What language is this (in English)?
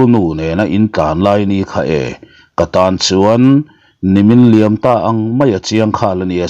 Mizo